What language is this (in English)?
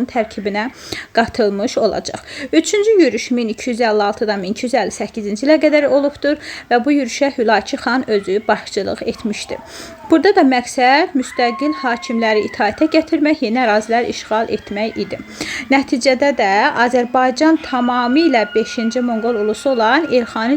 Azerbaijani